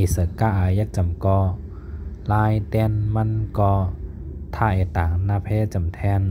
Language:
Shan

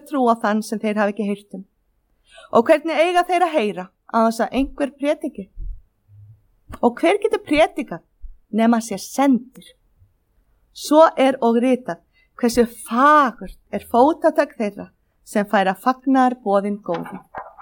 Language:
Icelandic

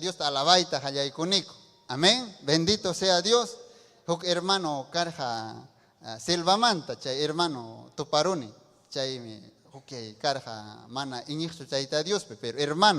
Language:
Ayacucho Quechua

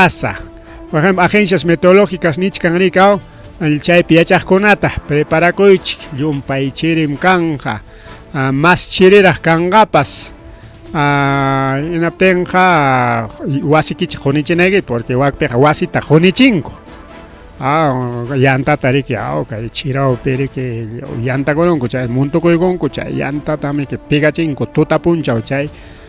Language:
Ayacucho Quechua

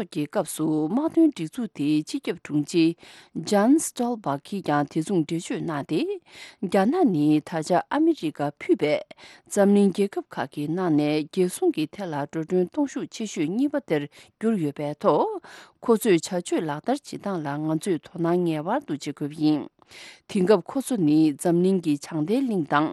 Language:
Tibetan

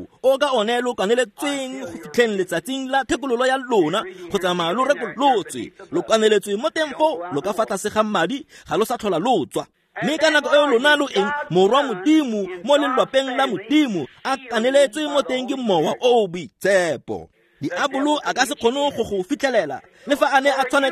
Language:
Tswana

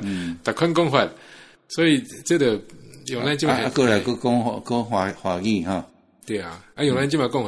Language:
Min Nan Chinese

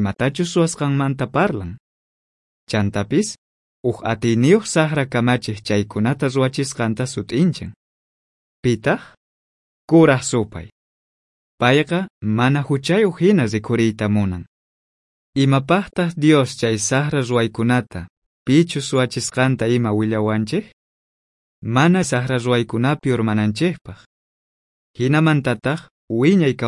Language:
South Bolivian Quechua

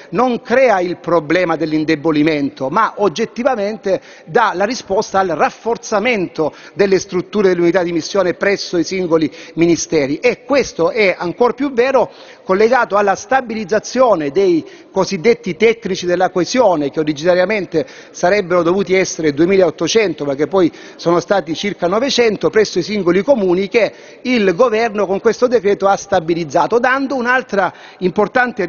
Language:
Italian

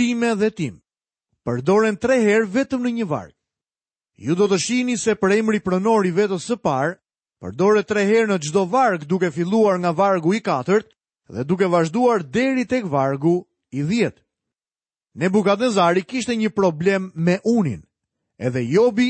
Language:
Albanian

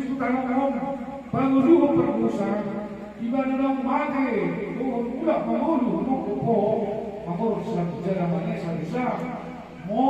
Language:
Batak Toba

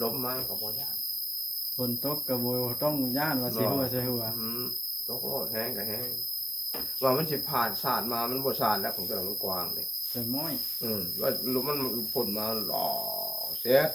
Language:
Northeastern Thai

